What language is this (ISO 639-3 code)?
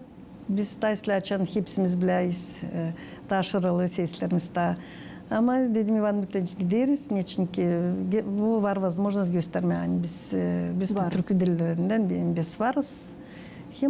gag